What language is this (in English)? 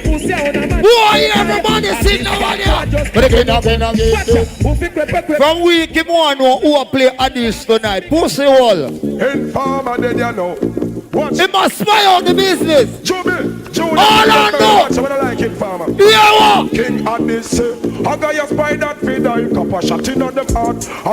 Jamaican Creole English